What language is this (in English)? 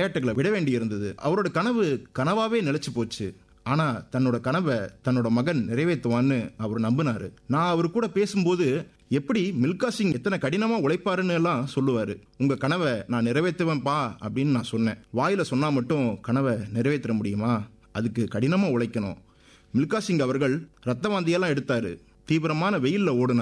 Tamil